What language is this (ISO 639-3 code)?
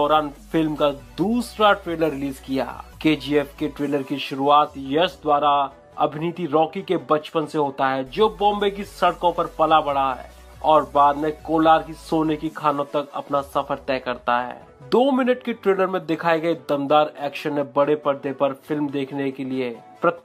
hin